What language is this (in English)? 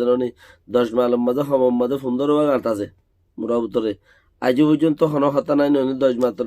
Rohingya